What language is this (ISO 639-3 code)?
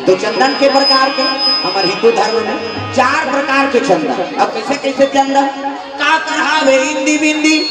hne